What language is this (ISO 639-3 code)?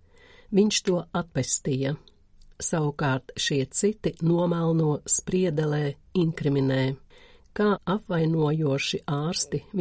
lav